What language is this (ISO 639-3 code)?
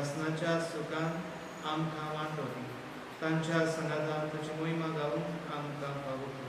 kok